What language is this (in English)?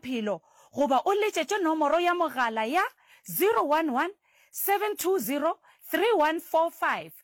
Northern Sotho